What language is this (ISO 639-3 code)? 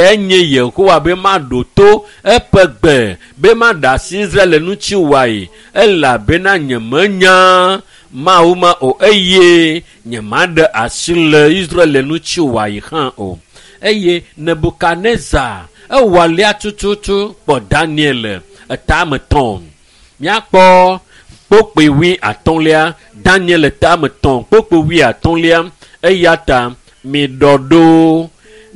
ewe